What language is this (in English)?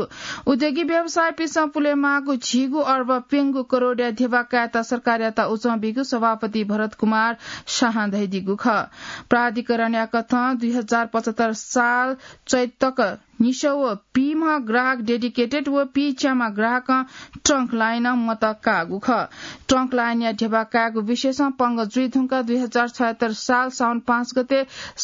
Newari